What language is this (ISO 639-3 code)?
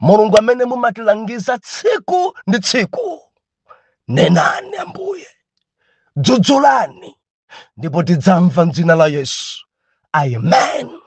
nya